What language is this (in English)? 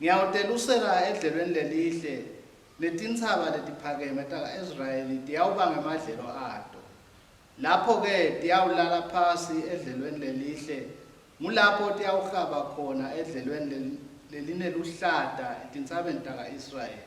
Swati